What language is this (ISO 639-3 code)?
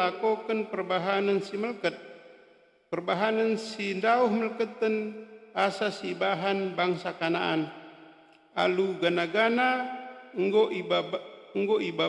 btx